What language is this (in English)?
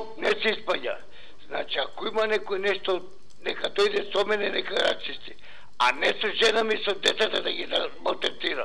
Macedonian